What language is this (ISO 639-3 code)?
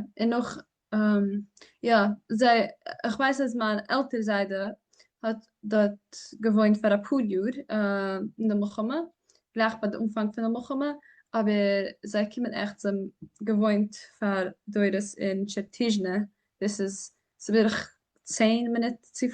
yid